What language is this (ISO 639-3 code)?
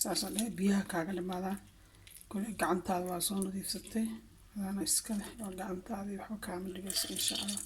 som